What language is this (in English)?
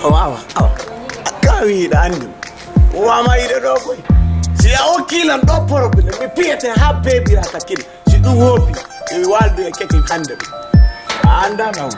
Fula